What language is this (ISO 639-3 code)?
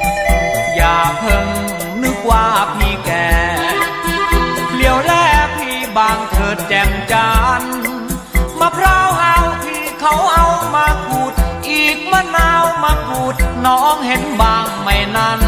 tha